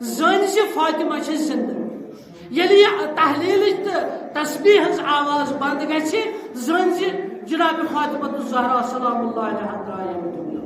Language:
Kashmiri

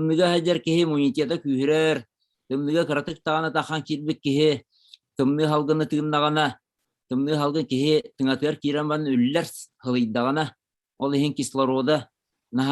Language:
Yakut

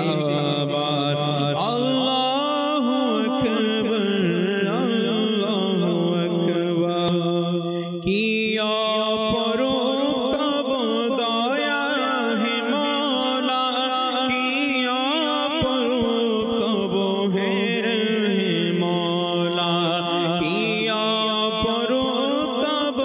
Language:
Bangla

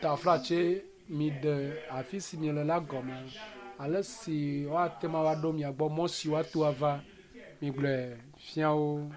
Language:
Ewe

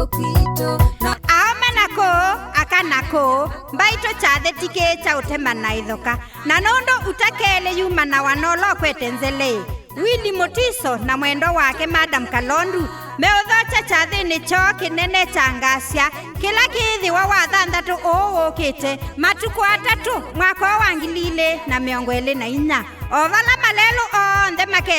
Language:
Kamba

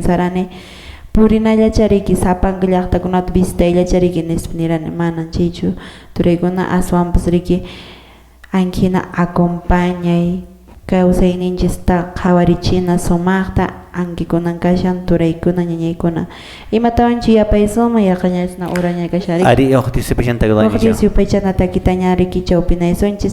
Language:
Quechua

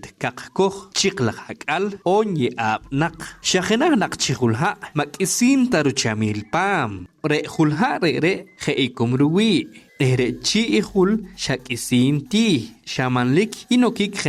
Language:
Poqomchi'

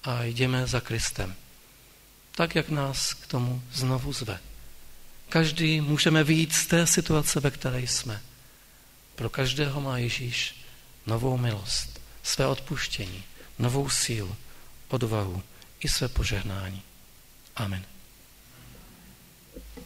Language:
Czech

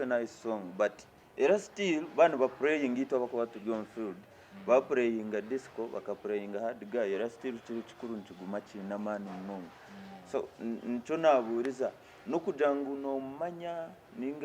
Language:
Nyankole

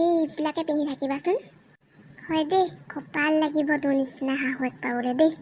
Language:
Assamese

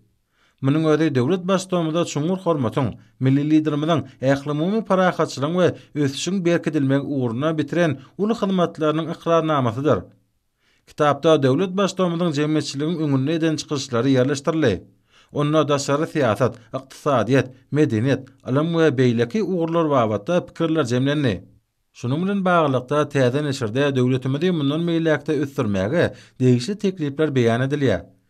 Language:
Turkmen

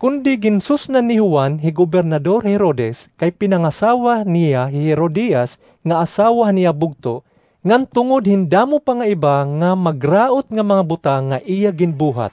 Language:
Waray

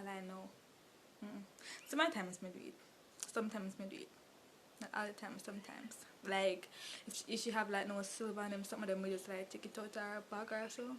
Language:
Jamaican Creole English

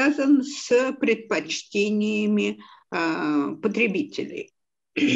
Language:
Russian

